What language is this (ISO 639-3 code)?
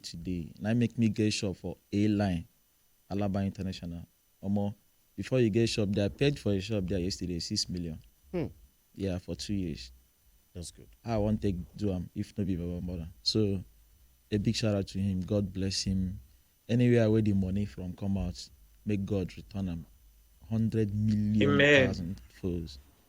pcm